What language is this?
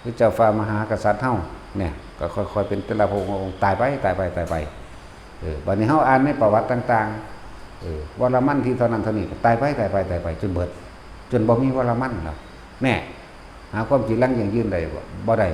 Northeastern Thai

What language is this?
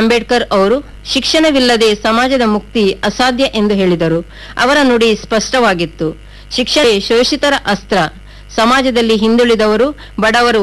Kannada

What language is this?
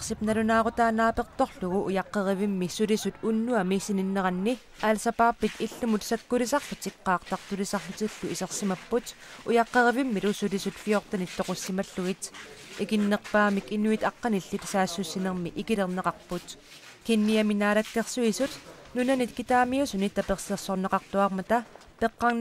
Kalaallisut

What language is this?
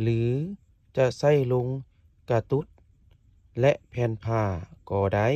Lao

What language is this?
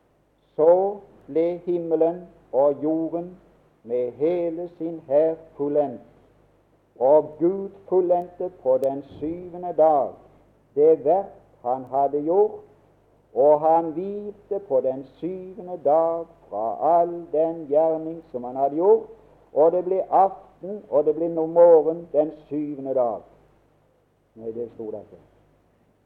Norwegian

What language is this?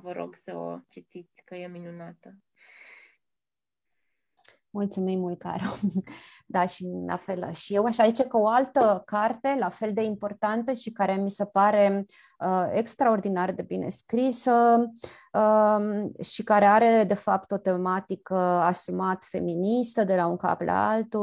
Romanian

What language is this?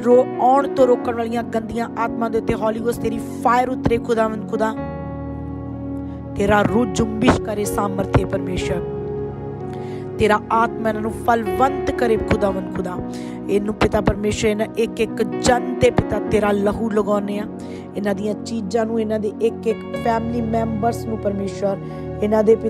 Punjabi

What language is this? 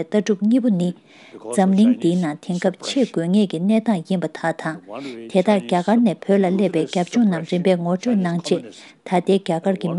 Tibetan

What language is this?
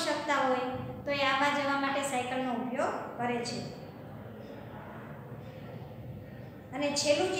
Gujarati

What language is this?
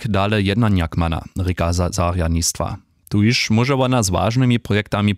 Upper Sorbian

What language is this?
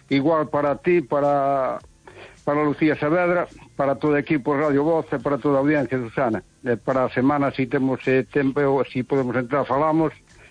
Galician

